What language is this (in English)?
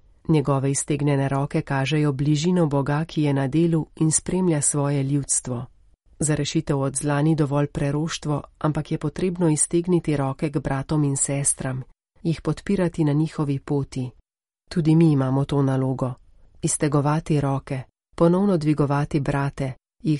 Slovenian